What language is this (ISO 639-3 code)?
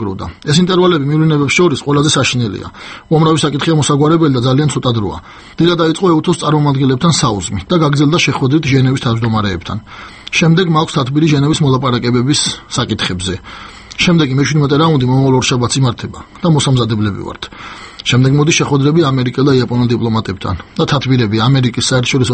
kat